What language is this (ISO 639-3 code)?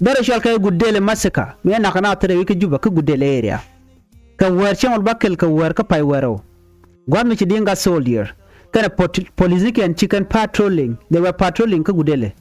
nus